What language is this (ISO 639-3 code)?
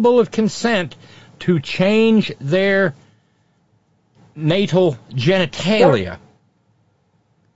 eng